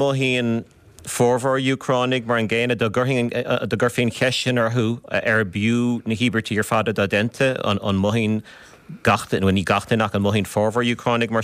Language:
Irish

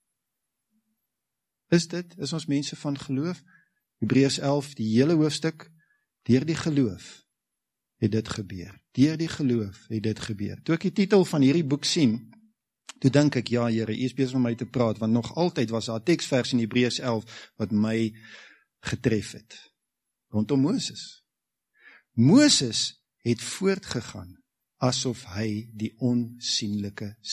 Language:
Afrikaans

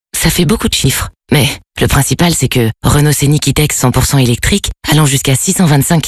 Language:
French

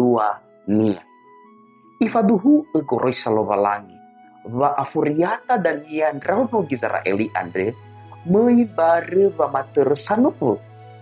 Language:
Nias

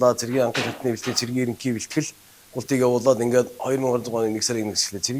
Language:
Mongolian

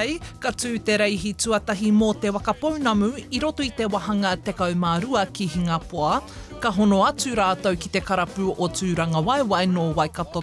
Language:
Māori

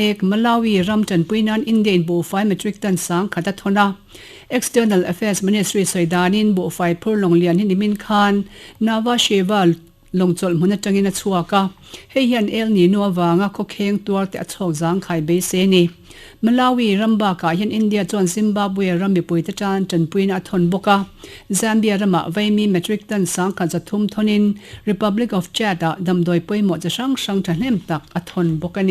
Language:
Mizo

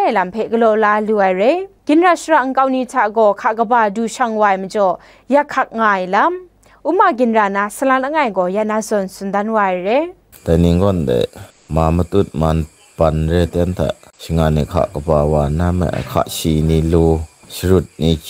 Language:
Kachin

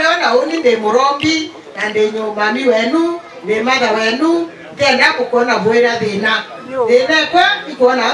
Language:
Meru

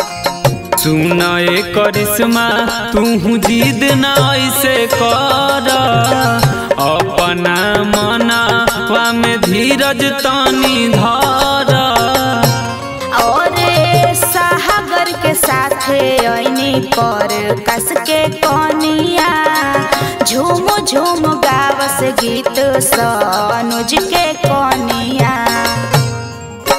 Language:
Bhojpuri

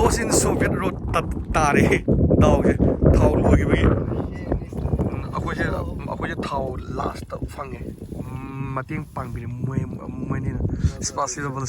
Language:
Manipuri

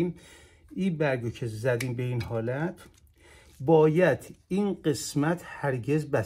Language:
Persian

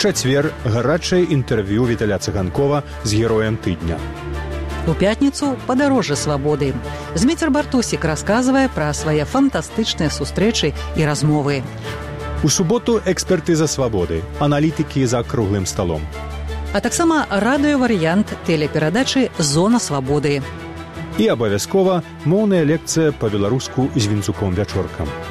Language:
Belarusian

